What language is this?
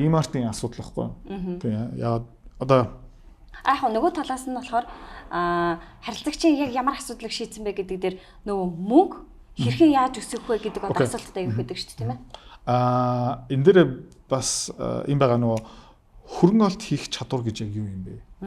Mongolian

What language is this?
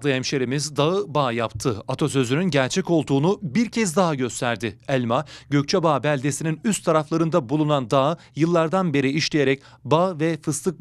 Turkish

